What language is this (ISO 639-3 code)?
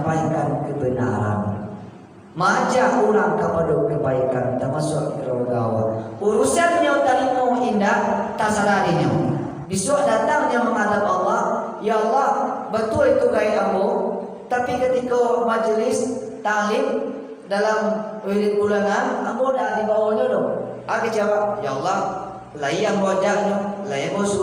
min